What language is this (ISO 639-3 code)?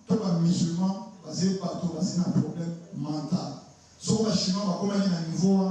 lin